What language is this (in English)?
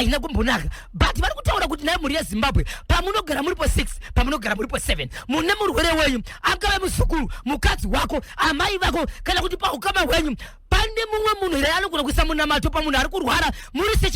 Shona